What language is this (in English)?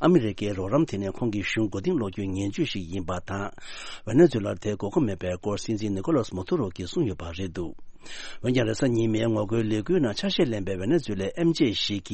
Tibetan